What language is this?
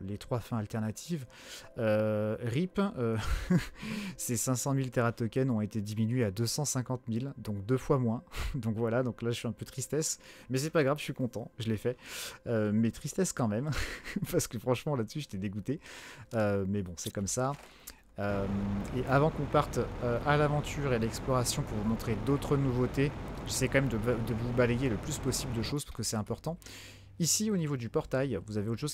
French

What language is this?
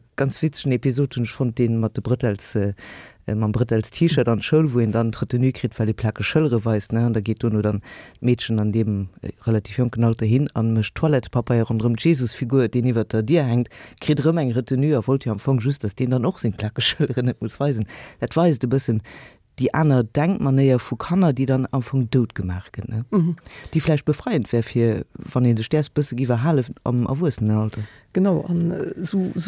Luxembourgish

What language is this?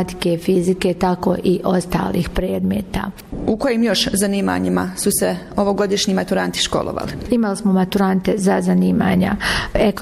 Bosnian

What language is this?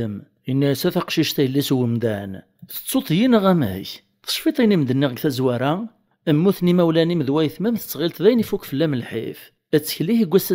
Kabyle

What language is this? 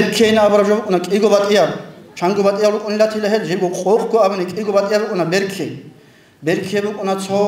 Avaric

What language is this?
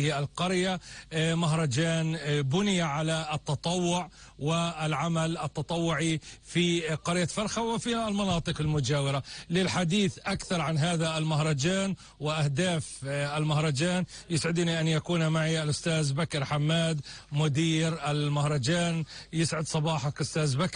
North Levantine Arabic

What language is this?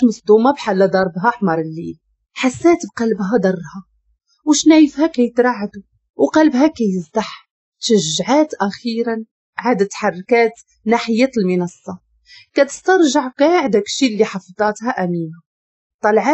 Moroccan Arabic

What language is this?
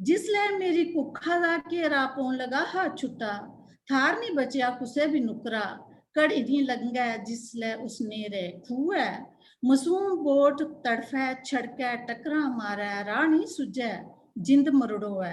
Dogri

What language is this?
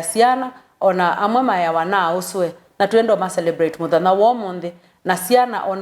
Kamba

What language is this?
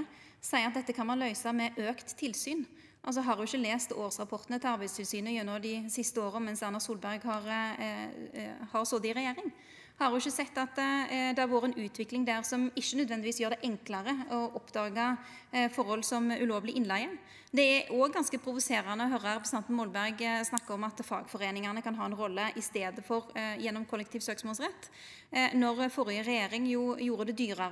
Norwegian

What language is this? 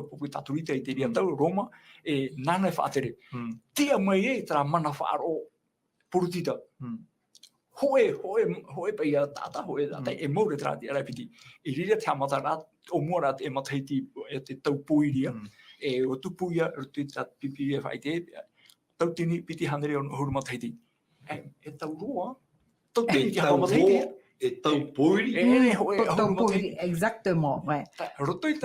Tahitian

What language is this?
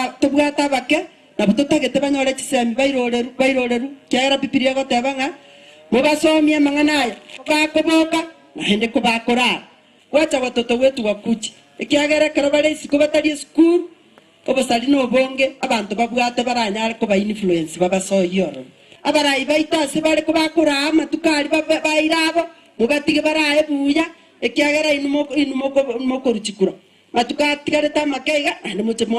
Gusii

